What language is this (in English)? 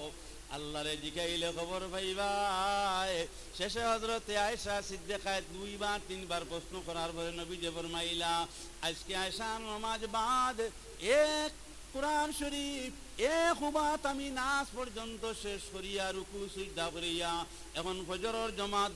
Sylheti